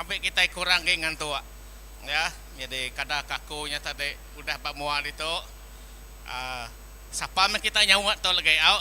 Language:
Iban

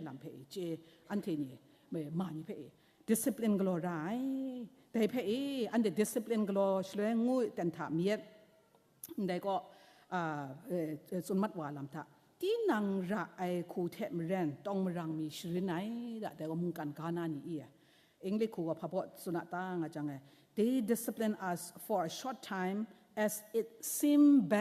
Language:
Kachin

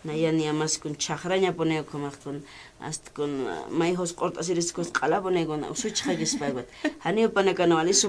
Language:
Aymara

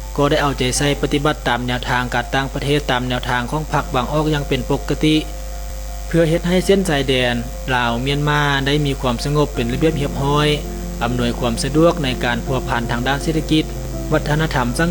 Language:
Lao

